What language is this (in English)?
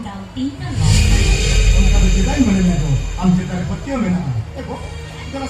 Santali